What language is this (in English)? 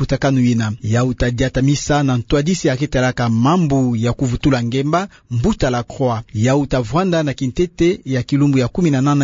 Kituba (Democratic Republic of Congo)